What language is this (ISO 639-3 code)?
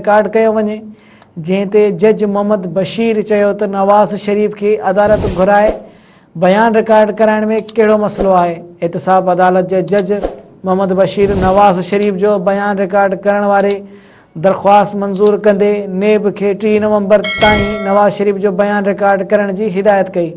snd